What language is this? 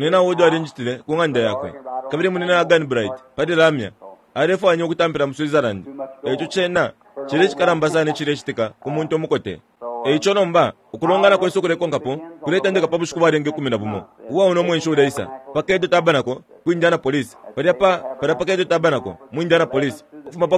Bemba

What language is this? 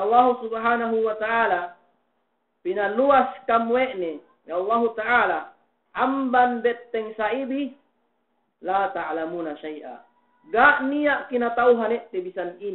Yakan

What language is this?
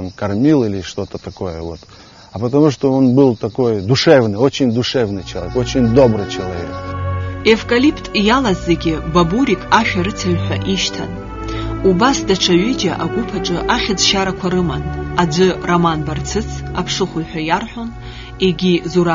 Abkhazian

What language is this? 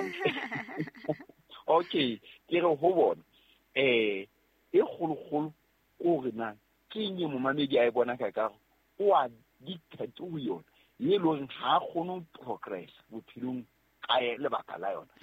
Southern Sotho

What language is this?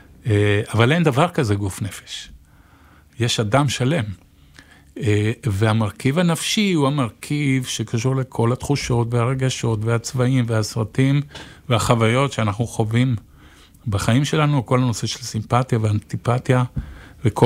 Hebrew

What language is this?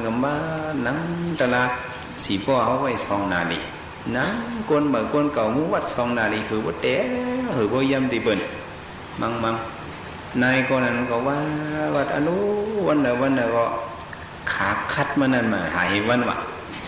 Shan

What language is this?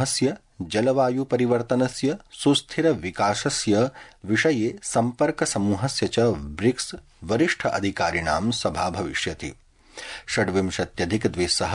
Sanskrit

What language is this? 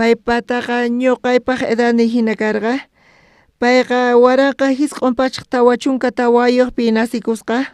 South Bolivian Quechua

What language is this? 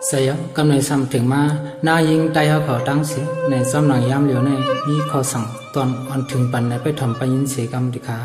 Shan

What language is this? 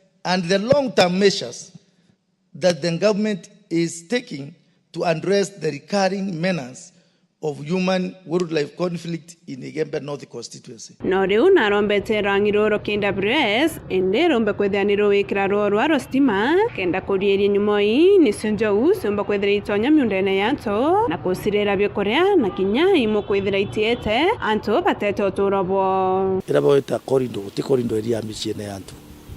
Meru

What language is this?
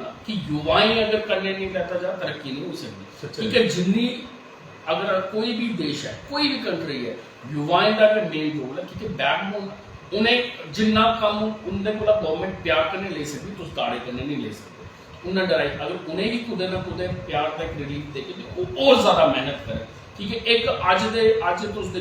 Dogri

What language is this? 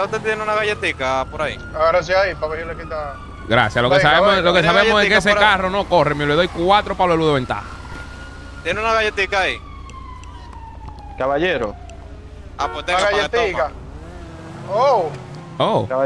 Spanish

